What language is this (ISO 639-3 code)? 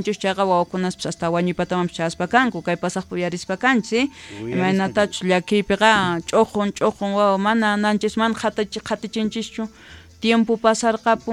quh